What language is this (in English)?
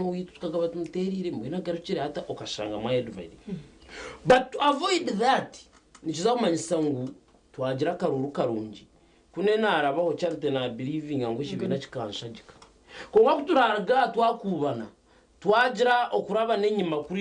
Nyankole